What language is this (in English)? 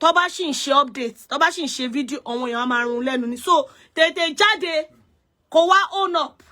Yoruba